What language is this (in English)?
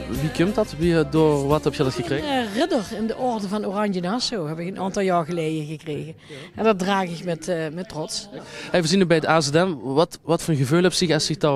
Limburgish